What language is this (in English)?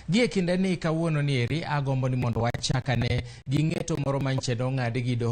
Luo (Kenya and Tanzania)